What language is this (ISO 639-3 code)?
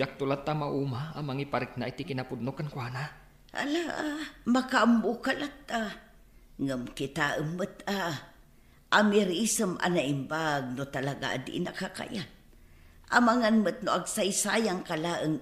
ilo